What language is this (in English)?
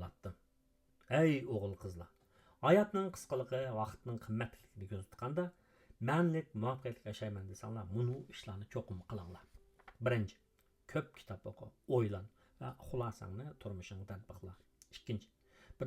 Uyghur